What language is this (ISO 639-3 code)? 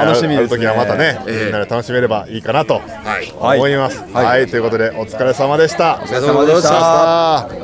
jpn